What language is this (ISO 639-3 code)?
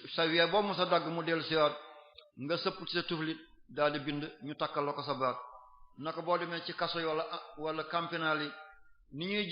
wol